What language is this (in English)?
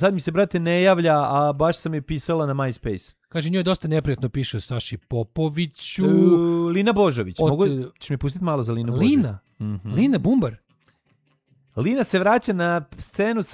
Serbian